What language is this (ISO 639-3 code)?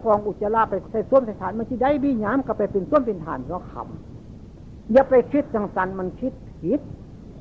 tts